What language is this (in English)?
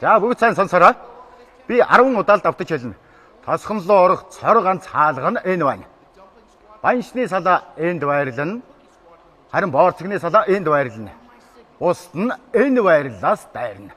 Mongolian